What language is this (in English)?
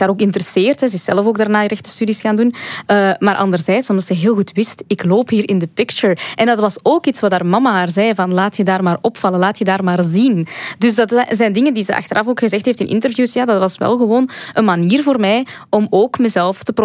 Dutch